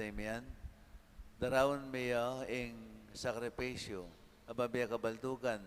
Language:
Pampanga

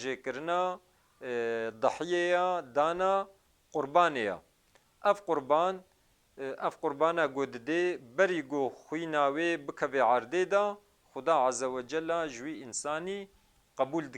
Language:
Kurdish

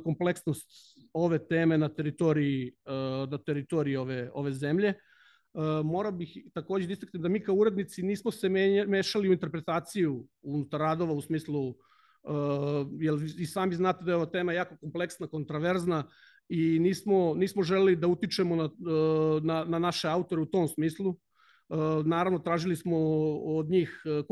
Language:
Serbian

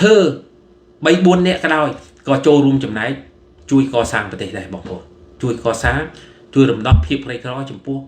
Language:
Khmer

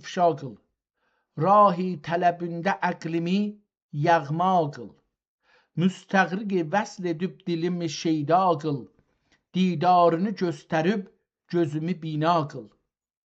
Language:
South Azerbaijani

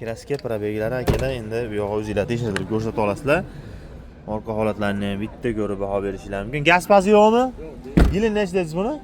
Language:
Uzbek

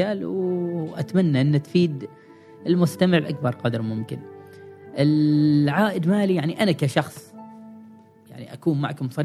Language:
Gulf Arabic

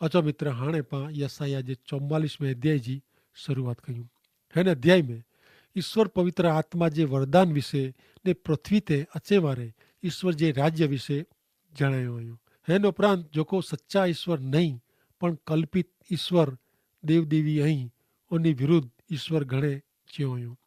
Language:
Kachhi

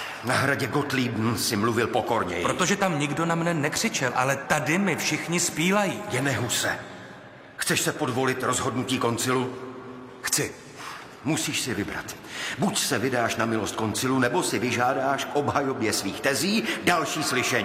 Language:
Czech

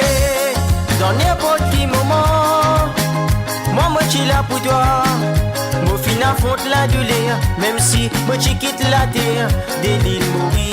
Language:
Morisyen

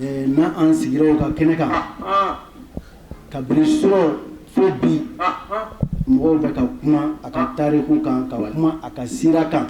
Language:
Bambara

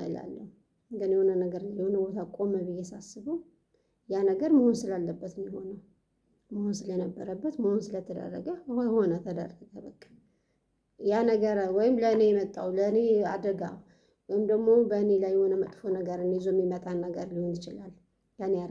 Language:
Amharic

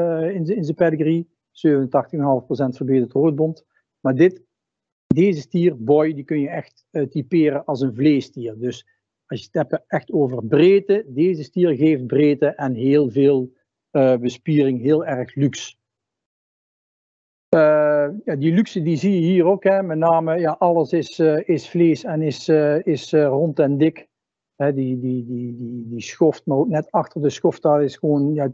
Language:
Dutch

